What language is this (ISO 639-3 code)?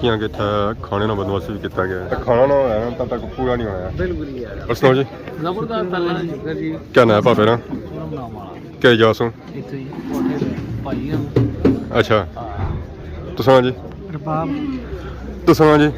phr